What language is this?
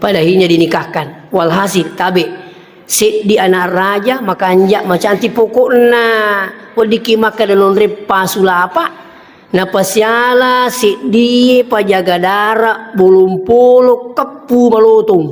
Buginese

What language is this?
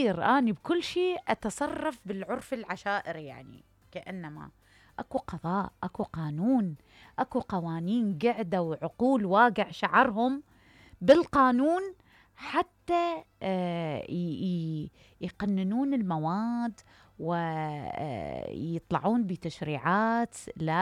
Mesopotamian Arabic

